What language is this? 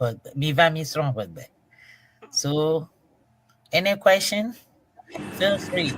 Ewe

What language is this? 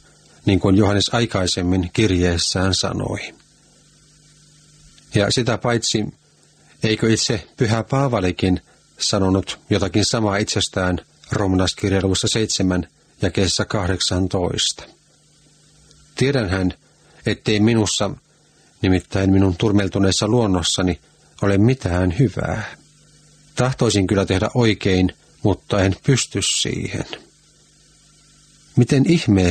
Finnish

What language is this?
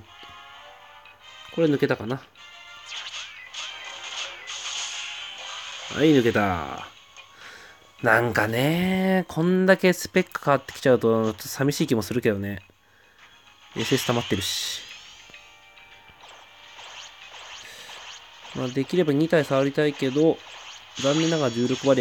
Japanese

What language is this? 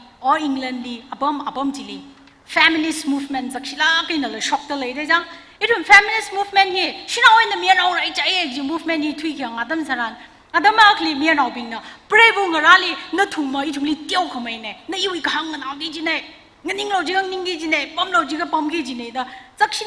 Tangkhul Naga (India)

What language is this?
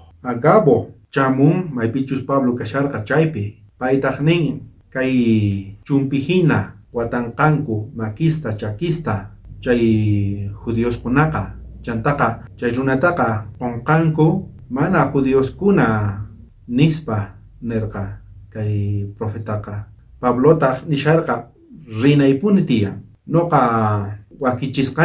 South Bolivian Quechua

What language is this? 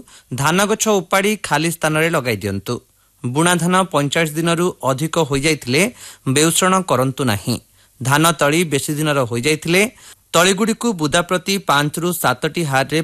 Odia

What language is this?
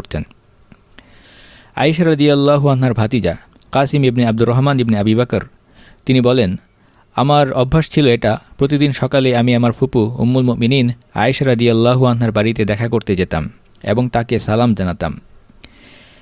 Bangla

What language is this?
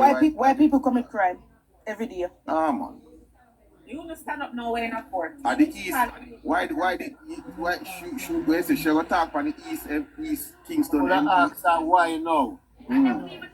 Jamaican Creole English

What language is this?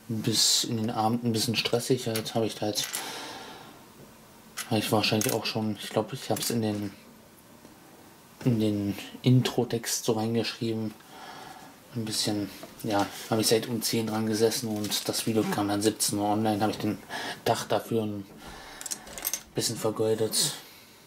German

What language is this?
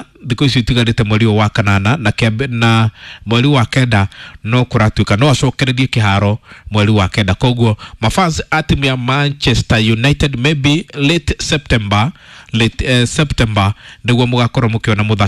Kikuyu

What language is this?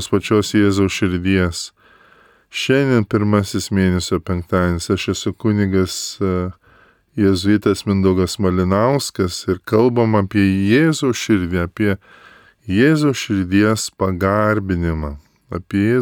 Lithuanian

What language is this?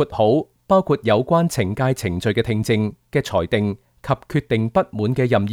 Cantonese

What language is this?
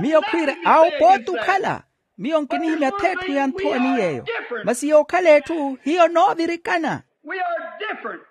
Makhuwa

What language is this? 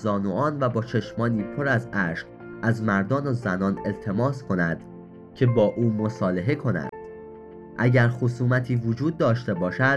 Persian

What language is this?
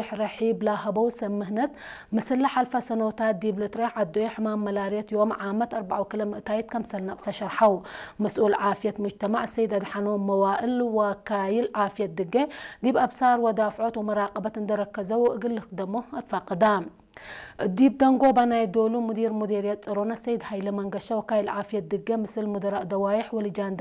Tigre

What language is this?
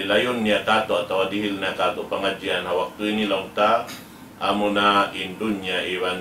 Tausug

